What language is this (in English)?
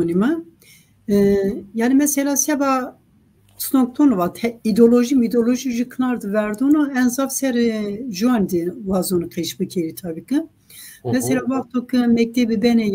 Zaza